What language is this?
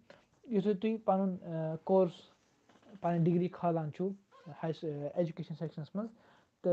Kashmiri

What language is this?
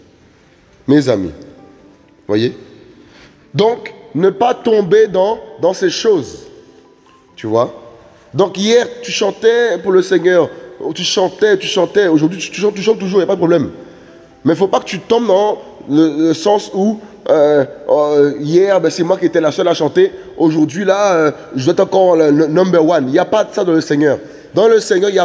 French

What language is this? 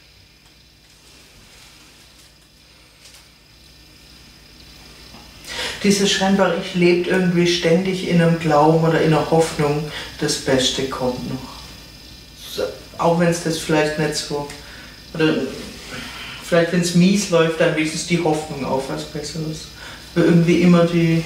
German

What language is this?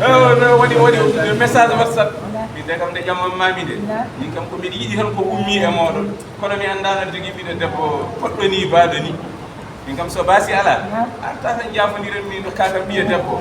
Fula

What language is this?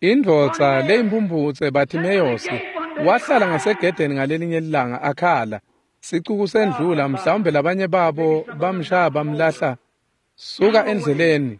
Swati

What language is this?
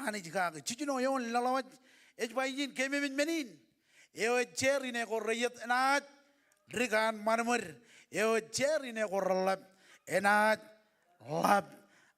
Marshallese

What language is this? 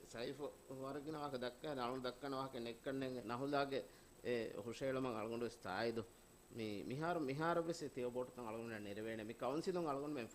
Divehi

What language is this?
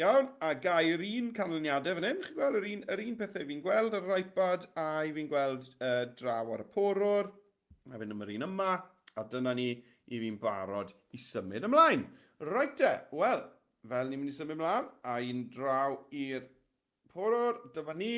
Welsh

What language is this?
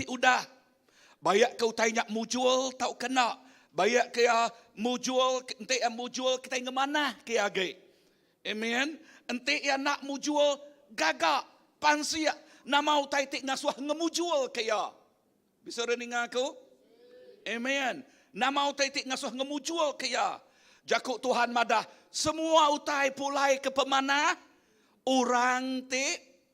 Iban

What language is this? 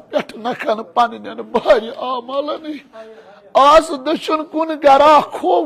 Kashmiri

